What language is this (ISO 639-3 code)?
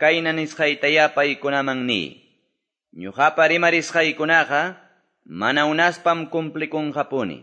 que